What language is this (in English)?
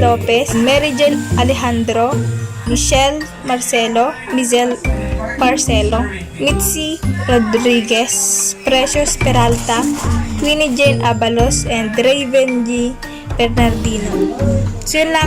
Iloko